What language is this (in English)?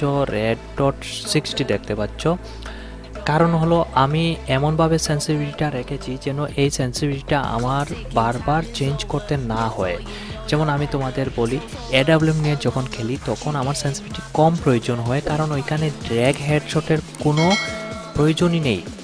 Bangla